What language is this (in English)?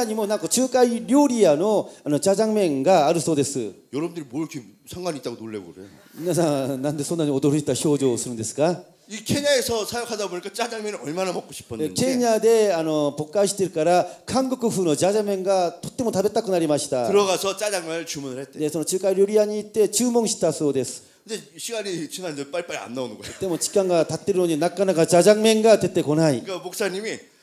Korean